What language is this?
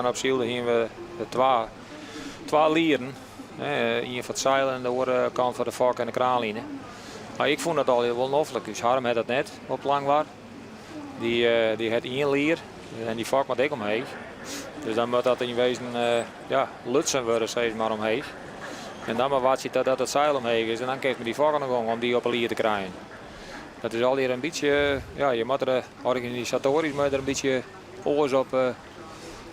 Western Frisian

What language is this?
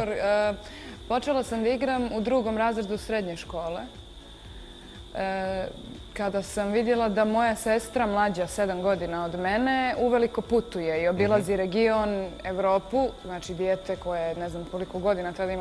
Bosnian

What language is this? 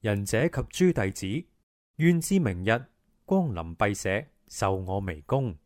Cantonese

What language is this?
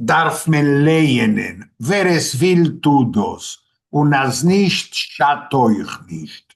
Yiddish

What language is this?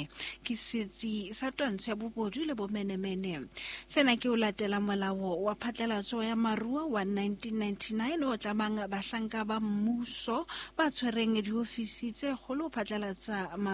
Southern Sotho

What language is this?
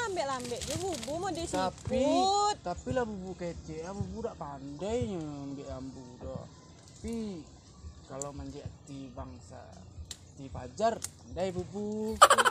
Minangkabau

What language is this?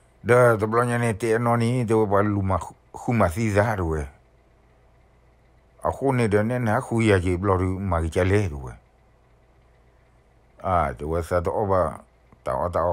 S'gaw Karen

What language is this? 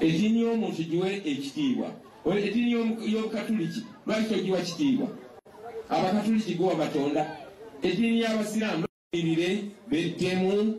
Ganda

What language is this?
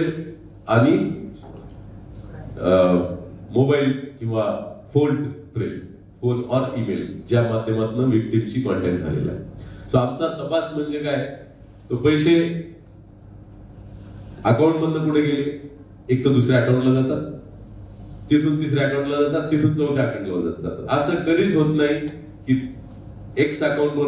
Marathi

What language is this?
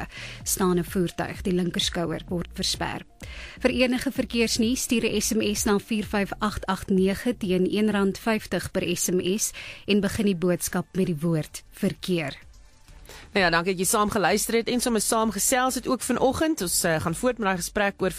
Afrikaans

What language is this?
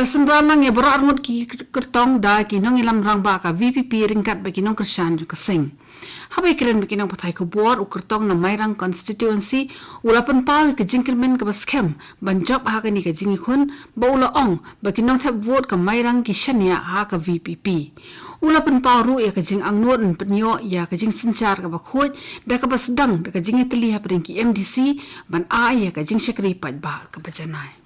Khasi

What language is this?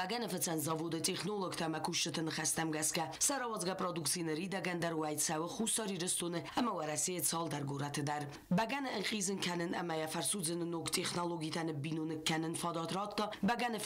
Ossetic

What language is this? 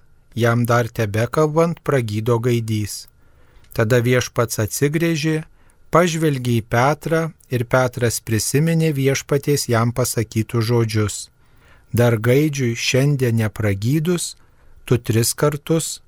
Lithuanian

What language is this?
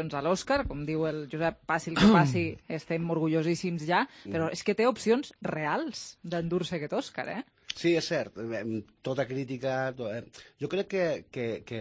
Catalan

